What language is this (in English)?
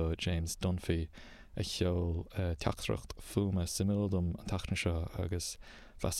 Irish